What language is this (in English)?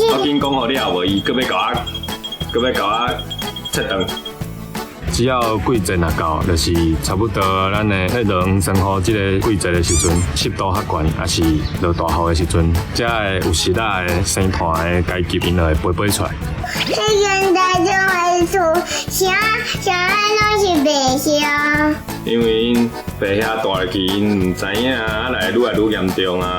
Min Nan Chinese